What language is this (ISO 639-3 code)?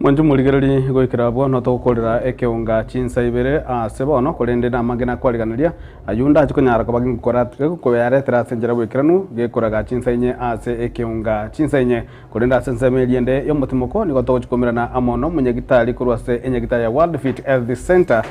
guz